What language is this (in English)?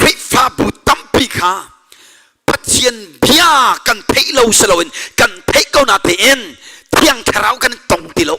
Hakha Chin